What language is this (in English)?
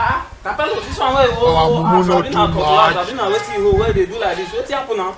Nigerian Pidgin